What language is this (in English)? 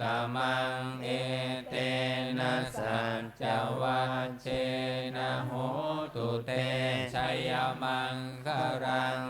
Pali